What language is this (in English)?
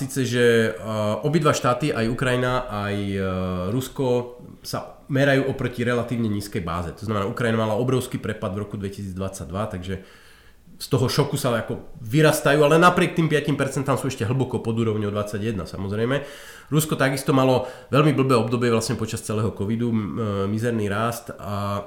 Slovak